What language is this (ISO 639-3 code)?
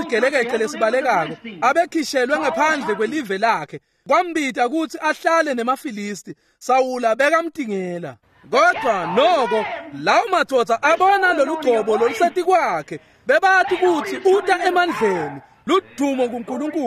ssw